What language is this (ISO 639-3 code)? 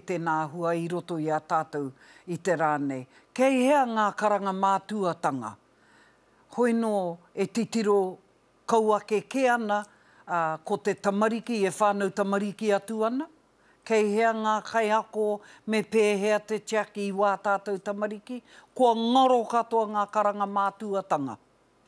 mri